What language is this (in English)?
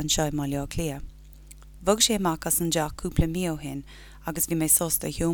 Irish